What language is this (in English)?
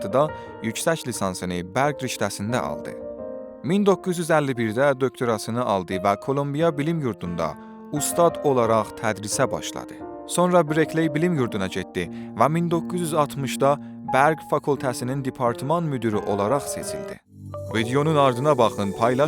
South Azerbaijani